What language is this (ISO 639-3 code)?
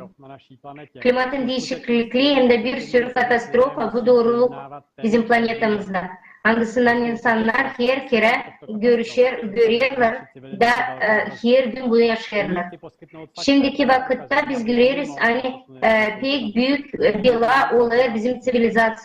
gag